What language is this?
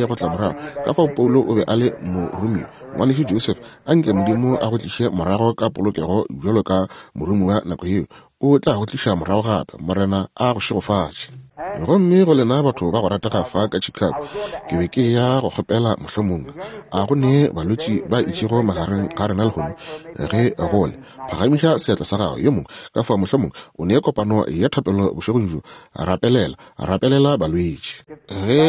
Northern Sotho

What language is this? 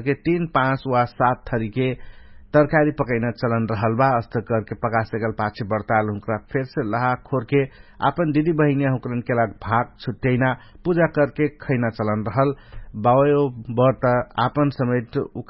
Dangaura Tharu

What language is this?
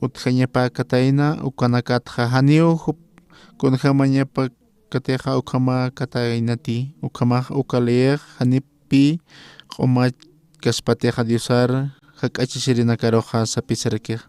Aymara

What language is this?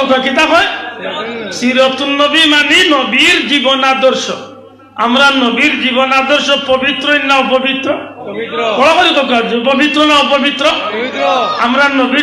Sylheti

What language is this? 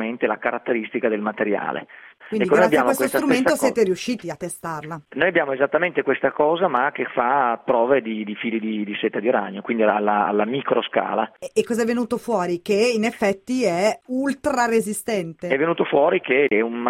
Italian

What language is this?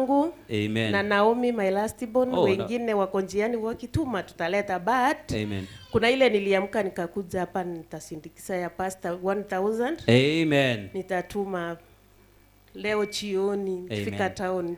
Gusii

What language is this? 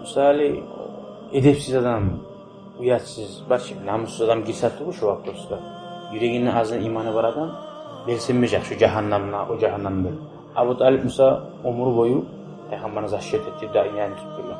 Kumyk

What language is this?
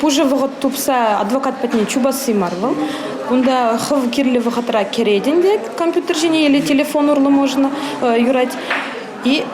Chuvash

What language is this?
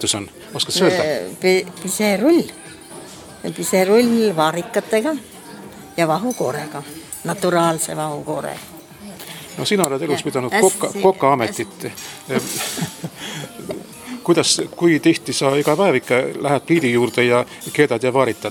Estonian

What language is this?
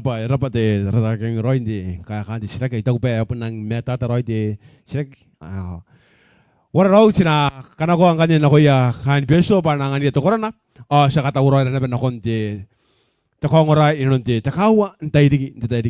Gilbertese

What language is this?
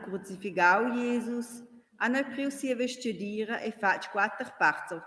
Romansh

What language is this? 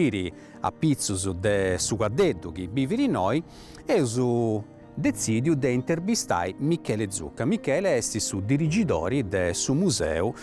Sardinian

